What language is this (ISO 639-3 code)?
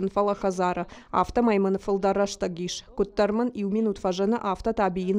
oss